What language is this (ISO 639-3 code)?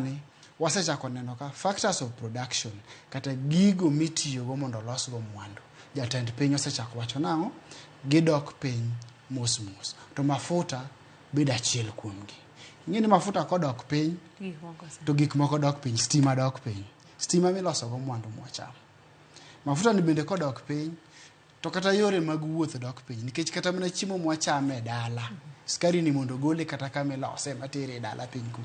luo